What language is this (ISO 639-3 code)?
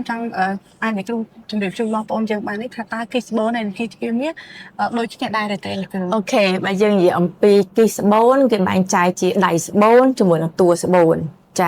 khm